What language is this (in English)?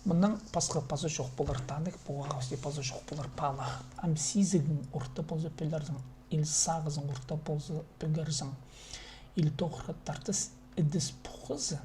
Khakas